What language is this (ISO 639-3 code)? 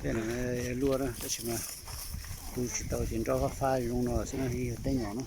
hmn